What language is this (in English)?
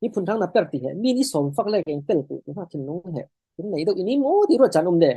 Falam Chin